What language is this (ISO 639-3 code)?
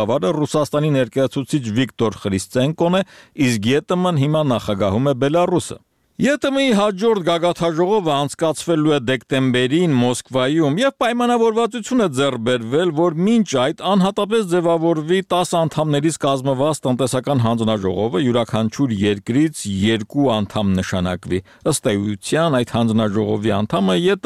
hye